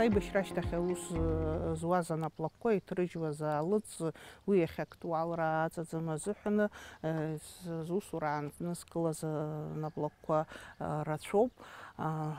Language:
Abkhazian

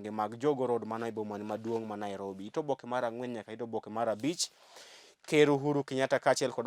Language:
Luo (Kenya and Tanzania)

